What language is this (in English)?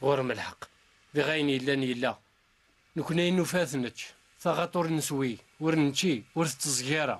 Kabyle